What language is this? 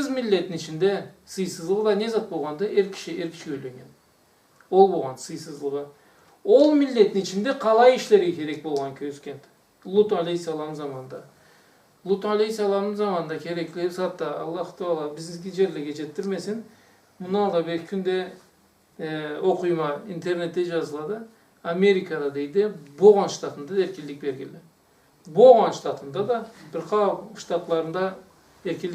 Karachay-Balkar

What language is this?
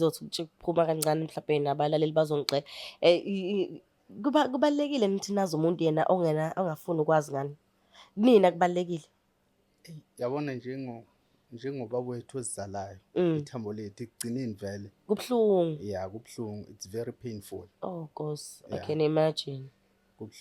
Zulu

